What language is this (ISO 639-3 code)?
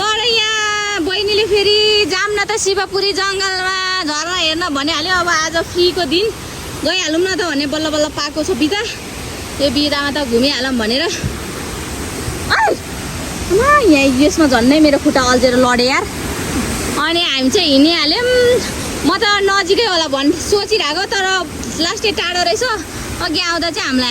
nep